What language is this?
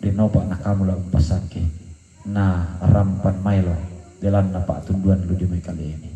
Toraja-Sa'dan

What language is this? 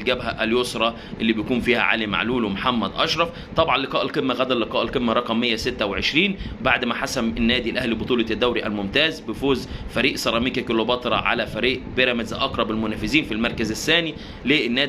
Egyptian Arabic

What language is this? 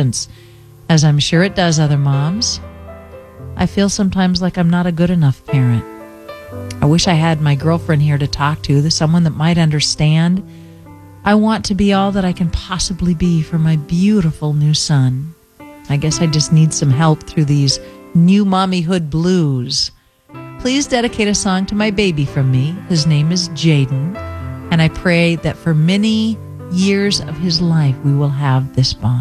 English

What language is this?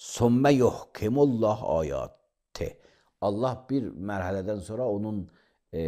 Azerbaijani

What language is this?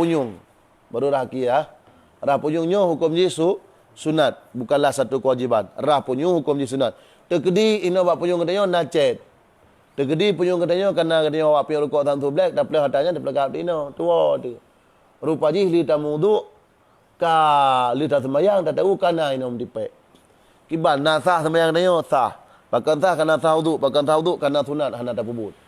Achinese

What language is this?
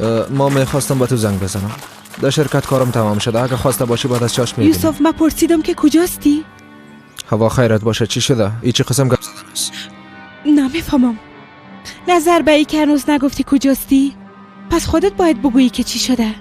Persian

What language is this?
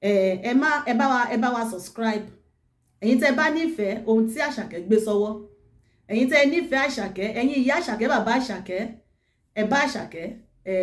Yoruba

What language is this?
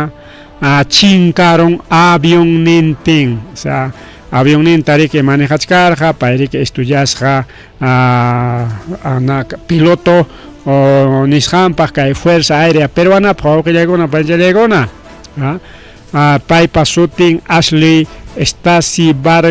Ayacucho Quechua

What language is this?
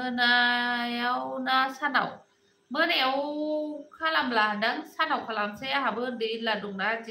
Bodo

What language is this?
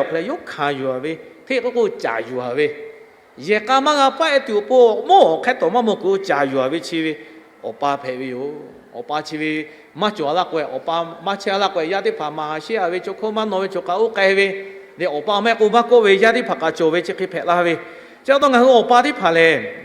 Lahu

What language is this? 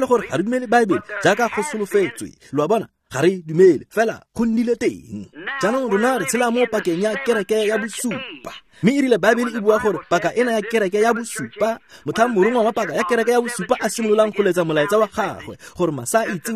Tswana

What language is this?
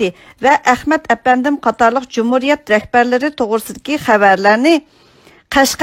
Uyghur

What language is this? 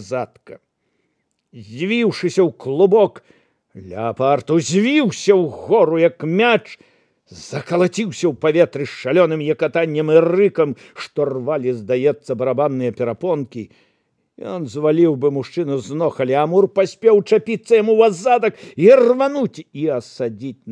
Belarusian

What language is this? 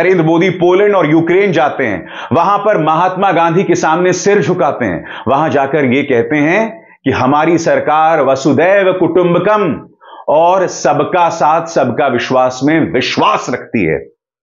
Hindi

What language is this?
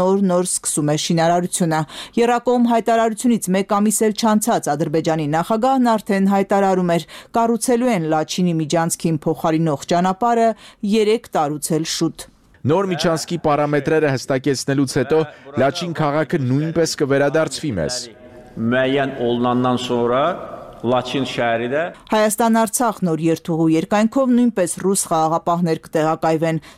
Armenian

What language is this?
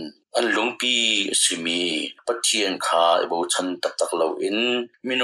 Hakha Chin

